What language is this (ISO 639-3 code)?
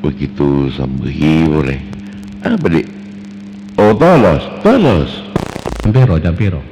mad